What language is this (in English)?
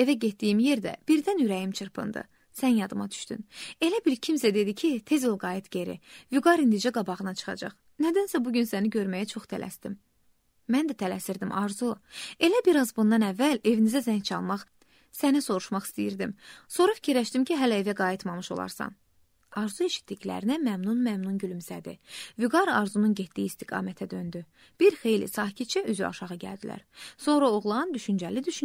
Azerbaijani